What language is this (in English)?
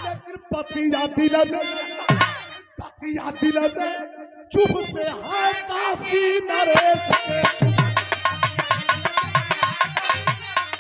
Bhojpuri